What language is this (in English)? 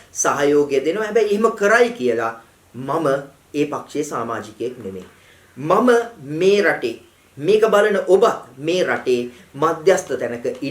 Sinhala